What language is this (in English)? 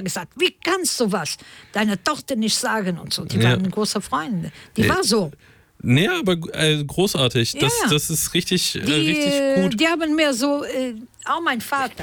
German